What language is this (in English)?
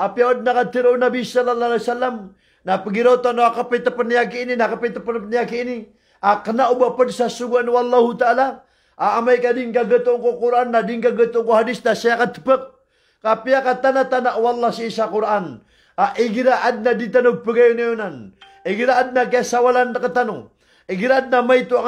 Maranao